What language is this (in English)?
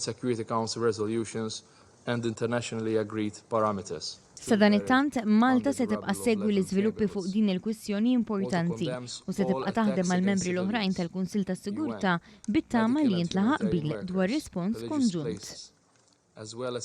Maltese